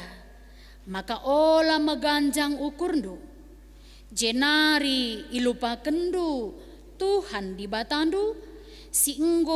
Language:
Batak Karo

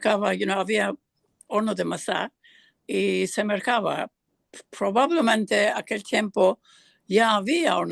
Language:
Ladino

